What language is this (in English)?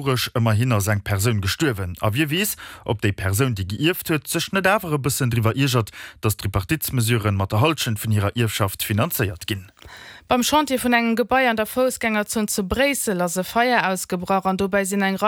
Luxembourgish